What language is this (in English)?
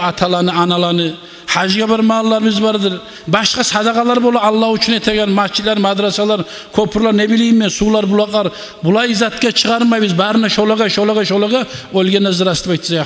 Kumyk